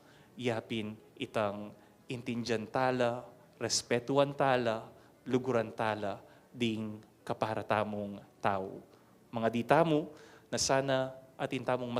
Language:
Pampanga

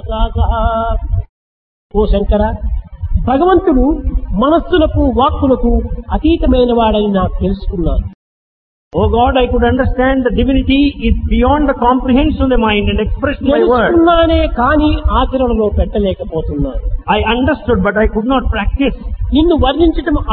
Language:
Telugu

